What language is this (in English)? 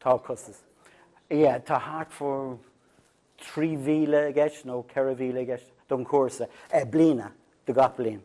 Irish